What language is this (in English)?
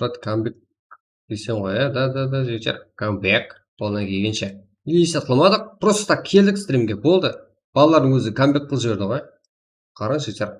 Kara-Kalpak